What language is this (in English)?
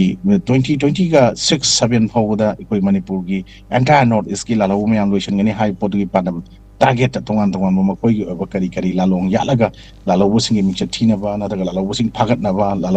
Manipuri